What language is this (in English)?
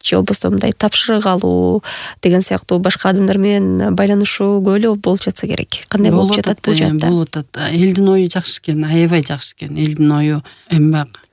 Kyrgyz